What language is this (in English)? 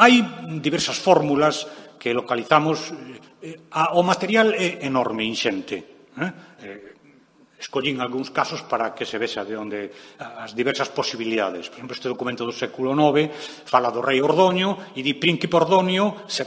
Galician